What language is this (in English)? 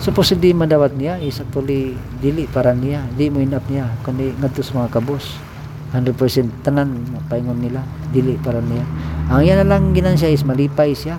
Cebuano